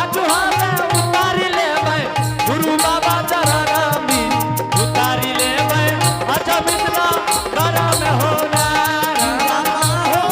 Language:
Angika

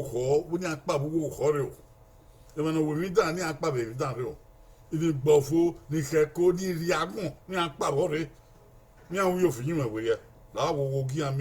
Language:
Bini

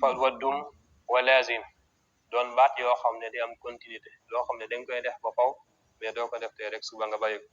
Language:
Wolof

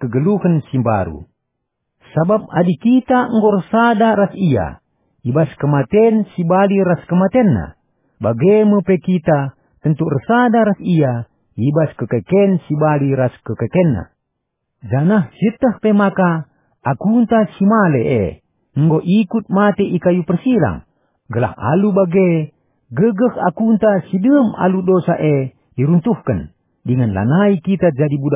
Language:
Batak Karo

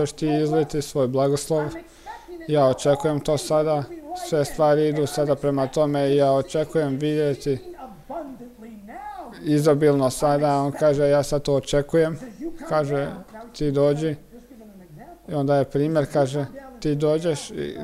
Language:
Croatian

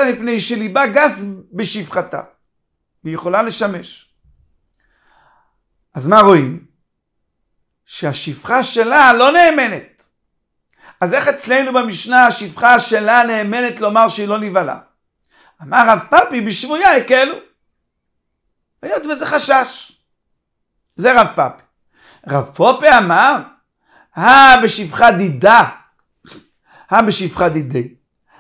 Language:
Hebrew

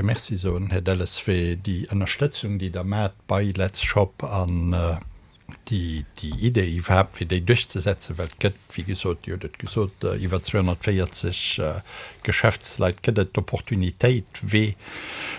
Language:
Luxembourgish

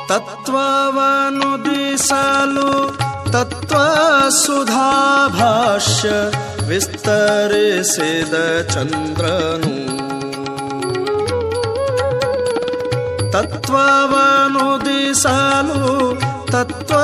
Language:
Kannada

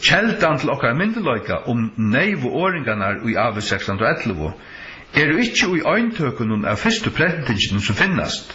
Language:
Faroese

